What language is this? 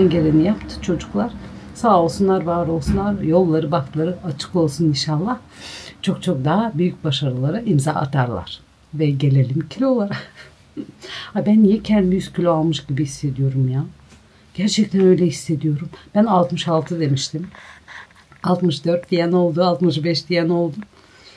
Turkish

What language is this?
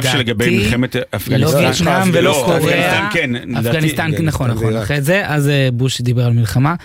Hebrew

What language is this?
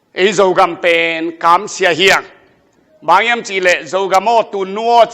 Tedim Chin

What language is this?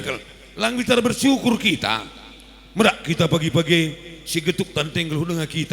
Batak Karo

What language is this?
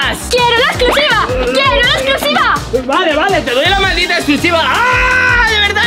Spanish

